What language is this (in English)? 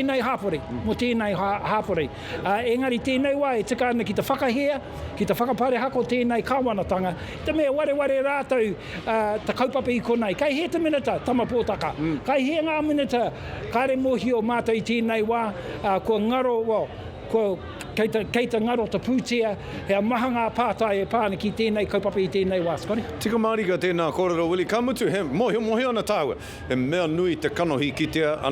Māori